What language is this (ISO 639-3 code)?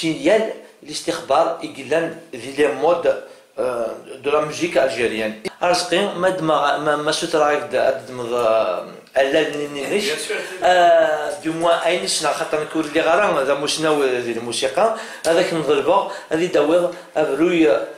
kab